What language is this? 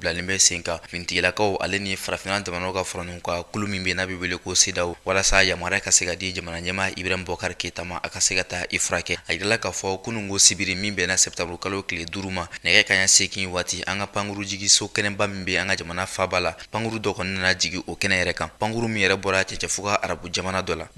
Bambara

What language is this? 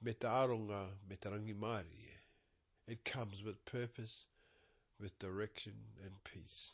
Māori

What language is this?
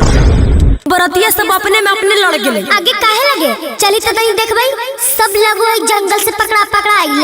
Magahi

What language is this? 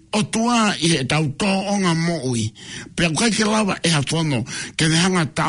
Tongan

